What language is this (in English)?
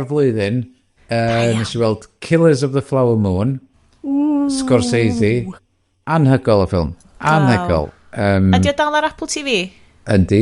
Welsh